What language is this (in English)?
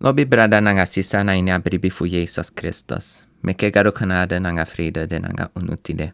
Sranan Tongo